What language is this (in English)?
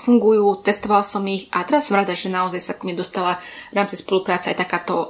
Slovak